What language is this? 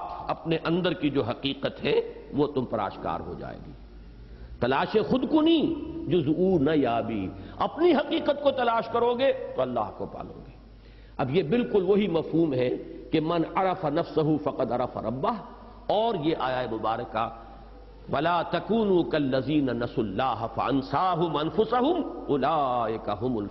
Urdu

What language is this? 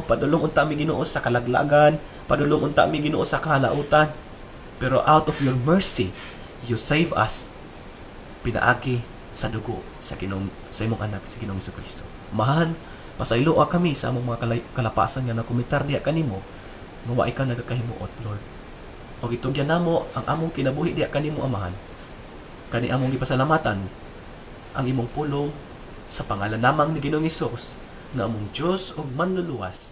Cebuano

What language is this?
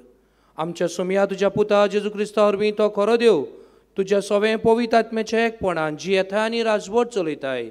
Konkani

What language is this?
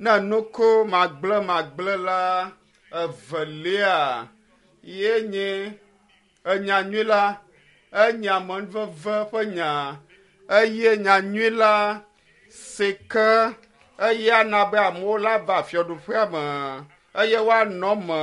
Ewe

